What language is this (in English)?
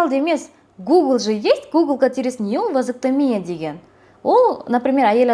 Kazakh